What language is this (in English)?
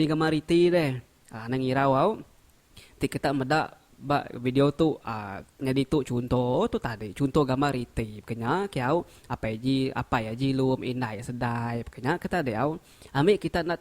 Iban